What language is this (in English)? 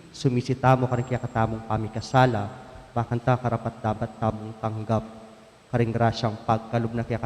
Pampanga